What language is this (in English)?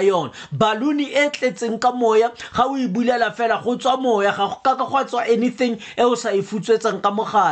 Tswana